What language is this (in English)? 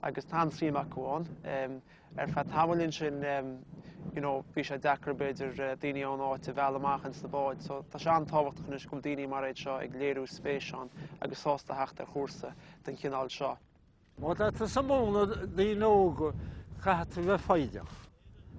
Irish